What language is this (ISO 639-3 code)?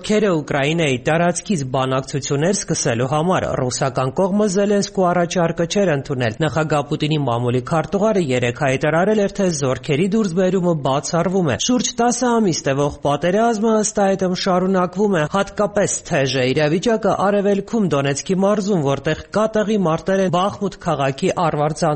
hye